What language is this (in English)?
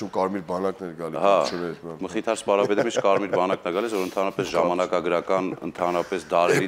Armenian